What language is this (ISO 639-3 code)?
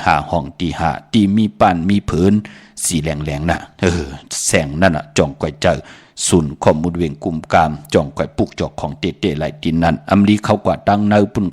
shn